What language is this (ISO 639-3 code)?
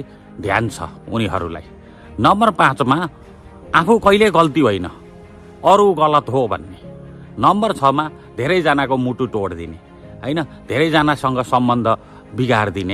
nep